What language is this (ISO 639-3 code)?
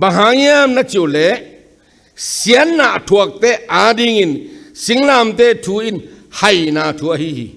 ctd